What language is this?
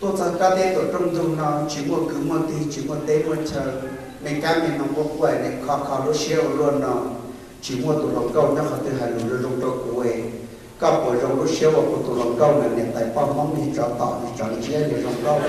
Hmong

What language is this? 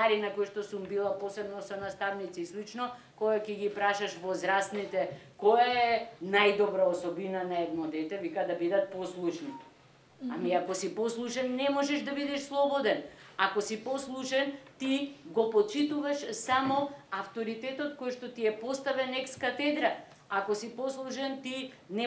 Macedonian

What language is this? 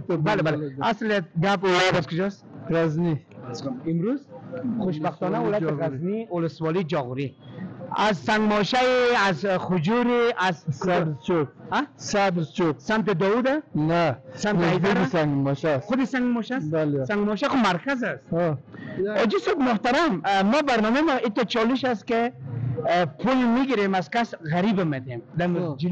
Persian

